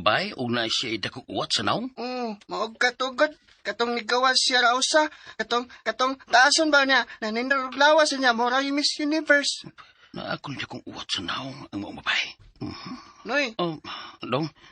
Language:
Cebuano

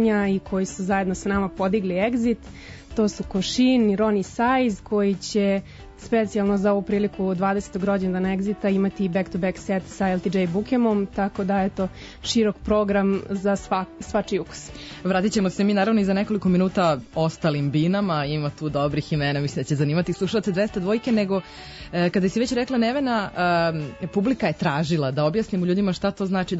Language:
Serbian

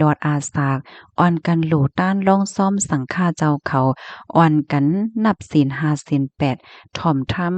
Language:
Shan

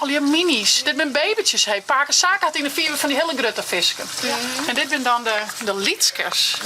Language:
Western Frisian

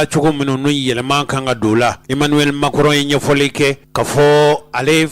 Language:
Bambara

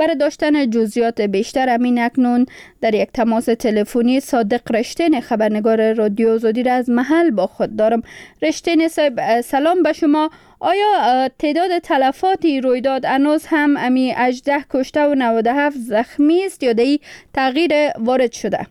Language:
Persian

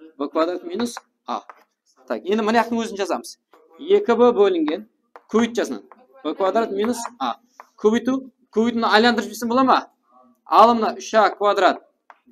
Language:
Kara-Kalpak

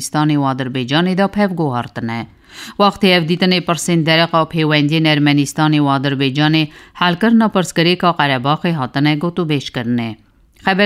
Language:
Kurdish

